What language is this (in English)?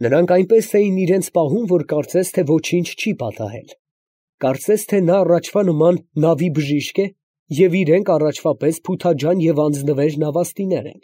Armenian